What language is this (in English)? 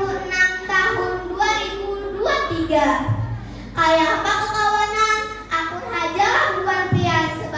Banjar